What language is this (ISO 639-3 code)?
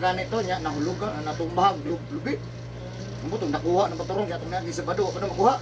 ceb